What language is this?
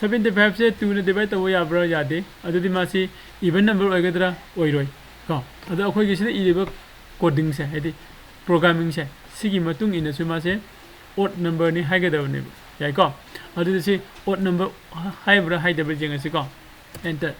Manipuri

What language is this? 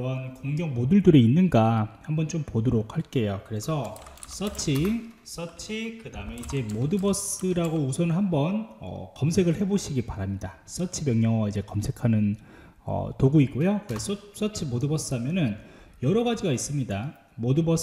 Korean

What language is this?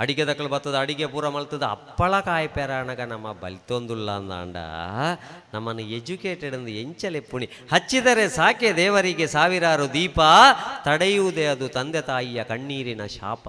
Tulu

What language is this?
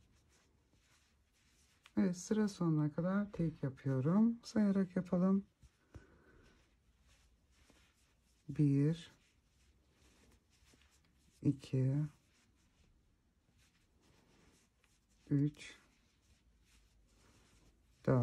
Turkish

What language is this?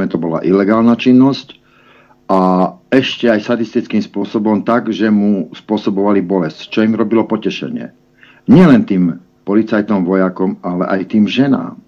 Slovak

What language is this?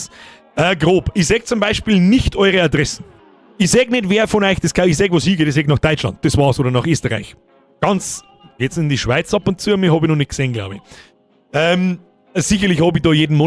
Bavarian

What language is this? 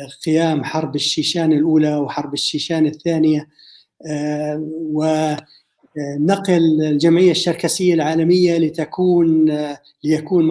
North Levantine Arabic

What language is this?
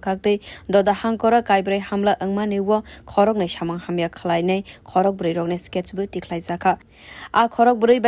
Kok Borok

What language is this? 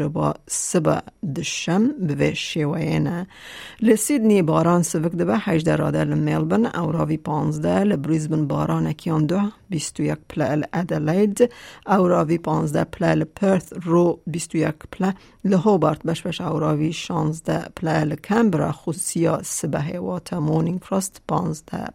Kurdish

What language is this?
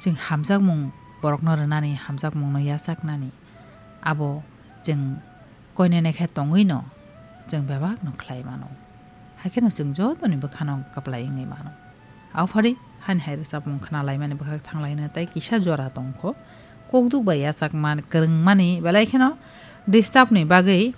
Kok Borok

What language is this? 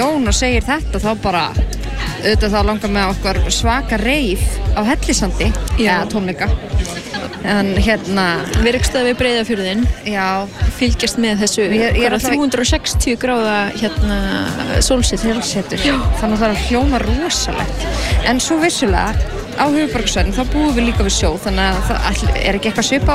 Icelandic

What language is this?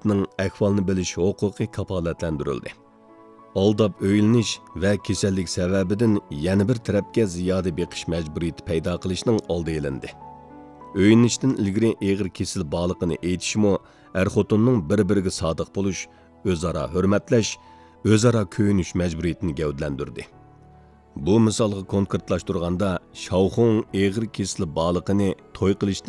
Uyghur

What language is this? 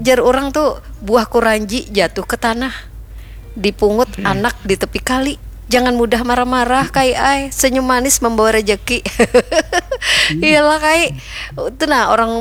Banjar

